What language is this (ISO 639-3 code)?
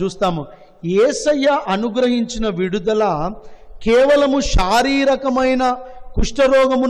tel